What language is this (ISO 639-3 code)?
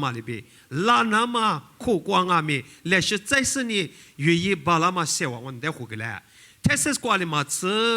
lis